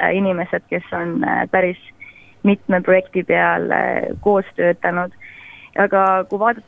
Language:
Estonian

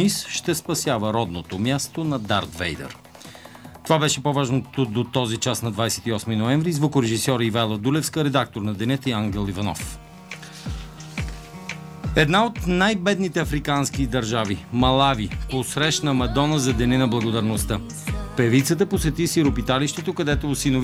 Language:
Bulgarian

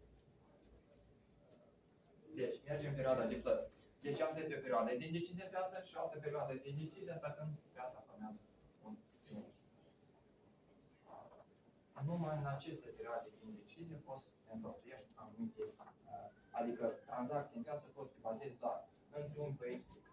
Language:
Romanian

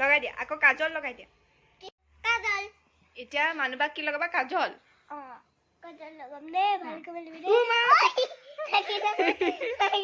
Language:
Assamese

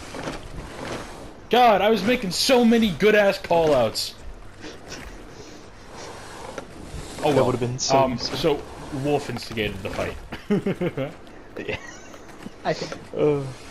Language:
English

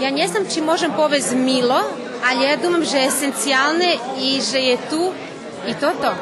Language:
Rusyn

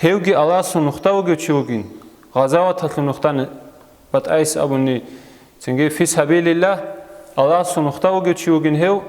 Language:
Avaric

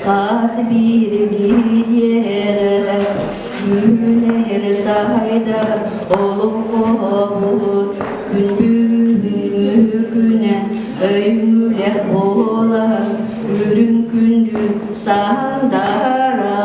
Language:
Yakut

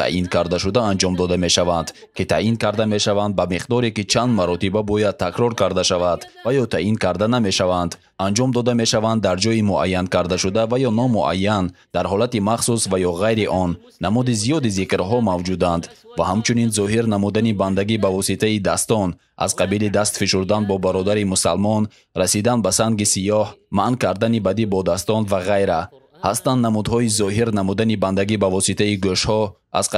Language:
Tajik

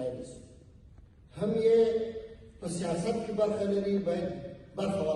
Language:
Pashto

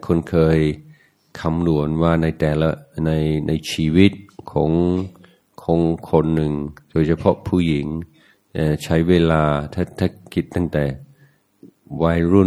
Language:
Thai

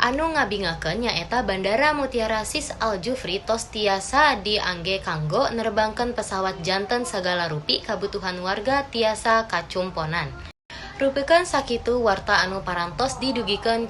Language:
Sundanese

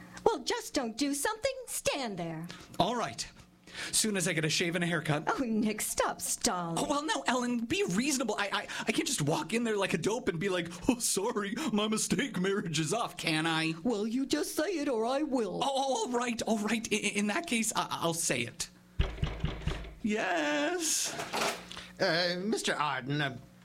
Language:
English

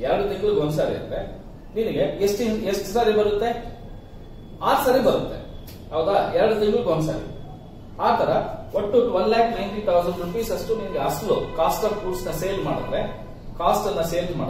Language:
Kannada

